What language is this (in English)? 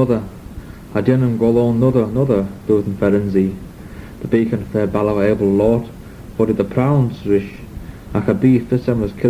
Manx